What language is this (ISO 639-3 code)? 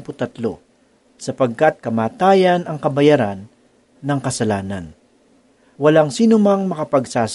fil